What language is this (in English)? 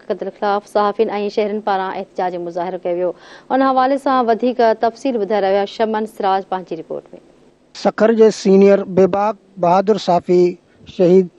Sindhi